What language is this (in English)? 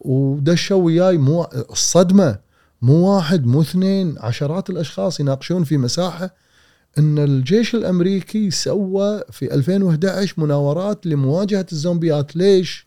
Gulf Arabic